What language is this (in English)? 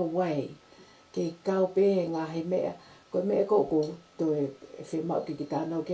Tongan